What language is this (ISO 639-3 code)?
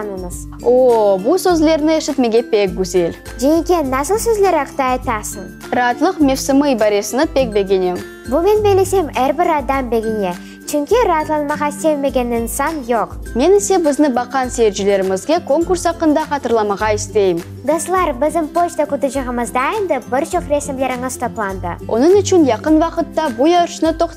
crh